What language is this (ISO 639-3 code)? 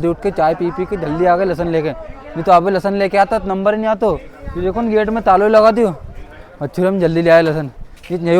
raj